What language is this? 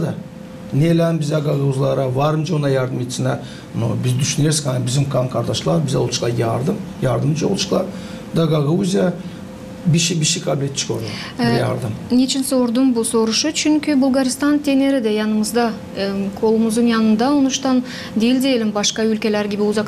Gagauz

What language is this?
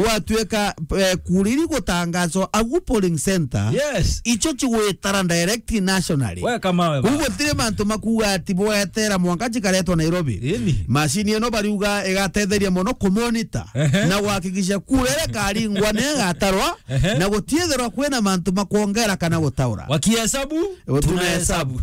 Meru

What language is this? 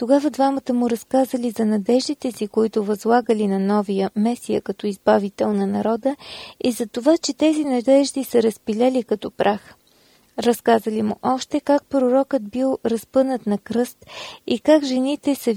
Bulgarian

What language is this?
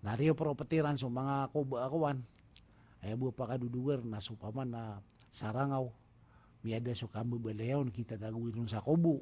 Maranao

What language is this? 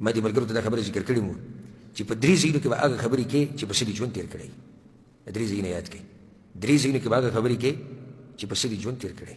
Pashto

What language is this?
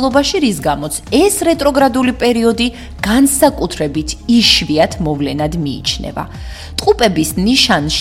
Georgian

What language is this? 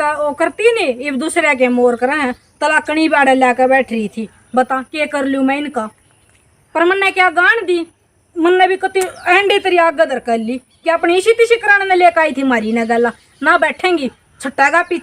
Haryanvi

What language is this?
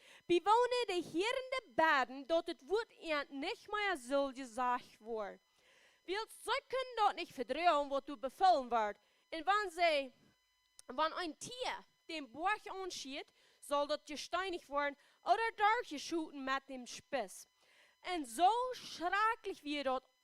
Plautdietsch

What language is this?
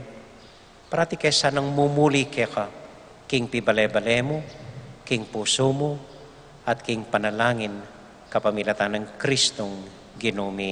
Pampanga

